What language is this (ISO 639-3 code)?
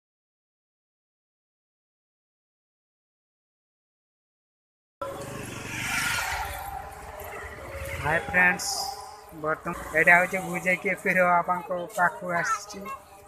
ori